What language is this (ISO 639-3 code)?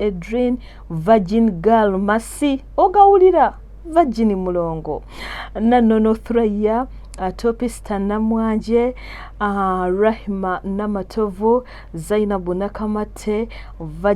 lug